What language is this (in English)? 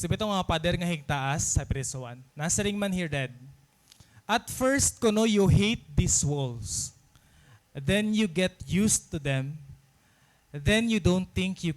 Waray